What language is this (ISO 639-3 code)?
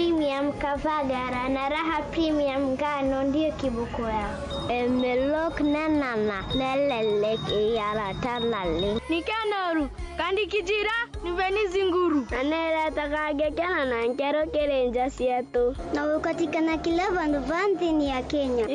mer